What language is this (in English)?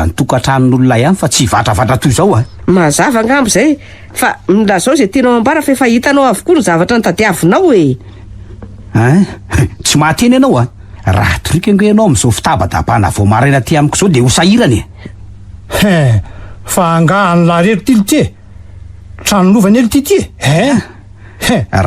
Malagasy